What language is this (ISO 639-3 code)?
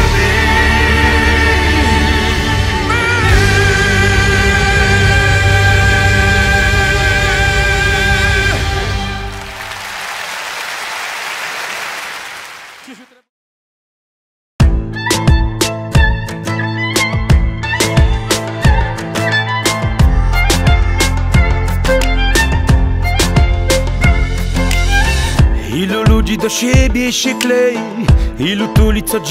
pol